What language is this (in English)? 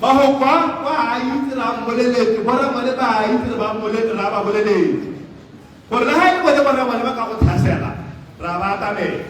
Tswana